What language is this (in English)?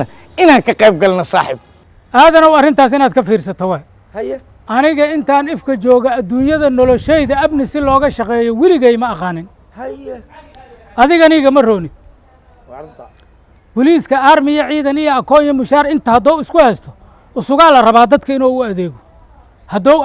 Somali